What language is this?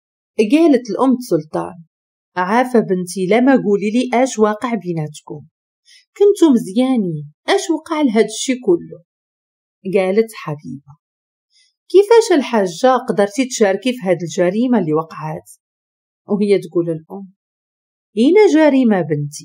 Moroccan Arabic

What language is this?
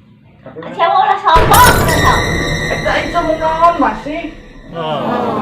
Sundanese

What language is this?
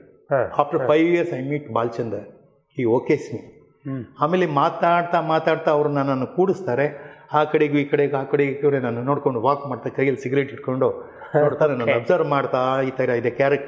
Kannada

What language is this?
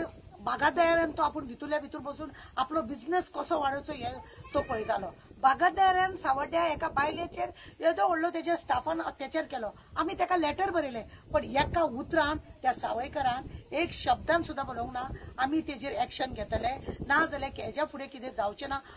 Konkani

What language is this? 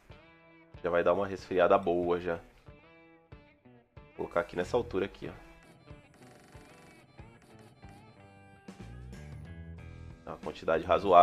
Portuguese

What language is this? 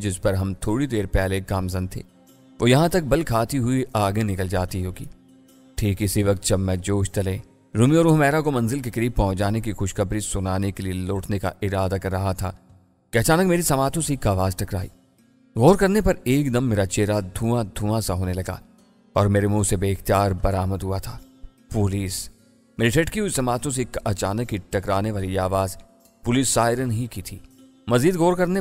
Urdu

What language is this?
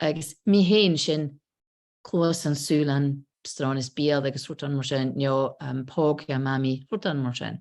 Scottish Gaelic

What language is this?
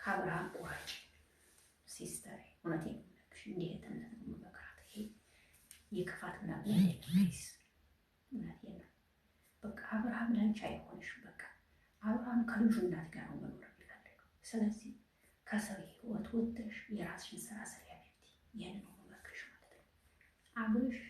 Amharic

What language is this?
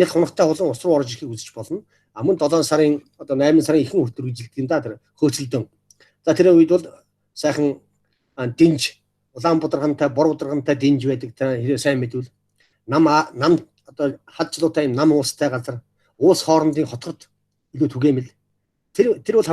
Mongolian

